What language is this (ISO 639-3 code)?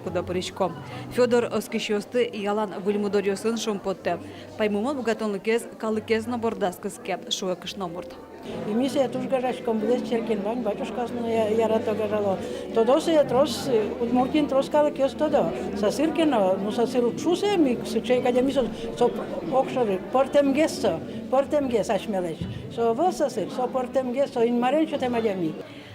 udm